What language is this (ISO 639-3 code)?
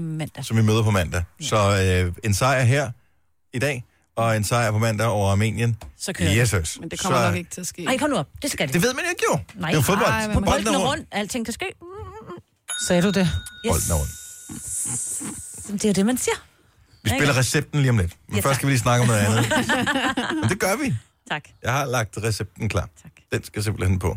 dan